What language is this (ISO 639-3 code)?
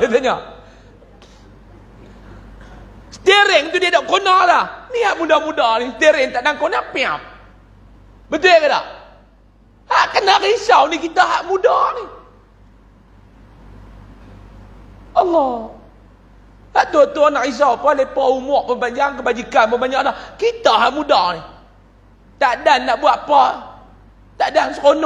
msa